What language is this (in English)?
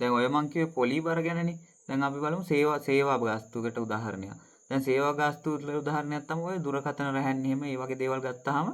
Sinhala